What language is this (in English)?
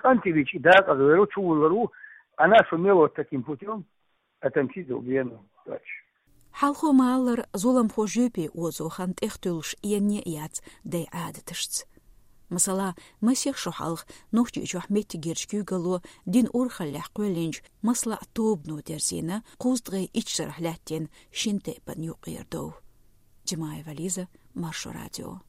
Chechen